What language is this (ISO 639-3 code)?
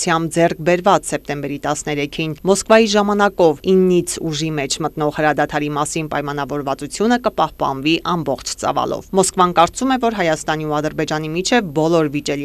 hye